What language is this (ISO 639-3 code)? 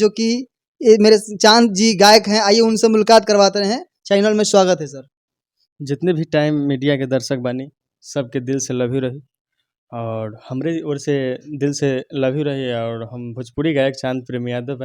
bho